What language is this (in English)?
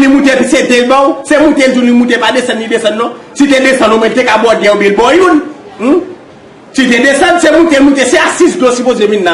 Haitian Creole